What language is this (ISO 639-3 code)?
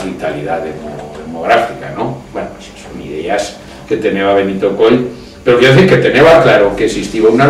arg